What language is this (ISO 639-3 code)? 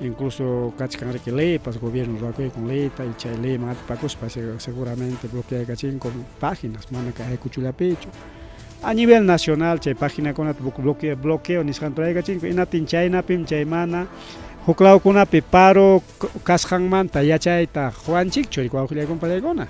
quy